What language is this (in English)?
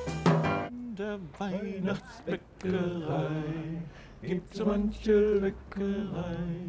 German